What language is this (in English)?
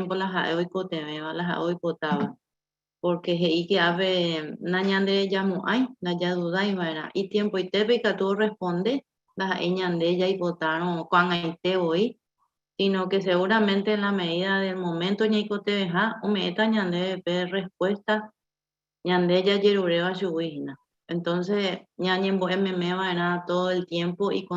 Guarani